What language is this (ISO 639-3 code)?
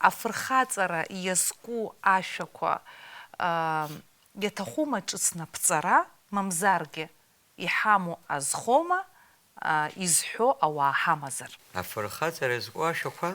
abk